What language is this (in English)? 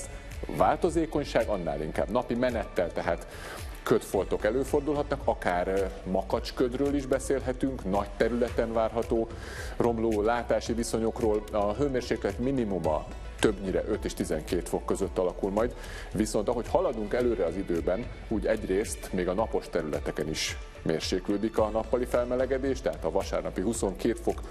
Hungarian